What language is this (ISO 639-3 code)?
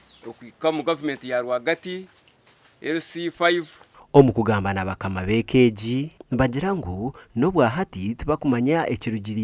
nyn